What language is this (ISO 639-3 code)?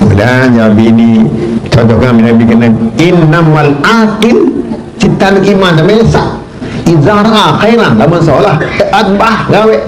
sas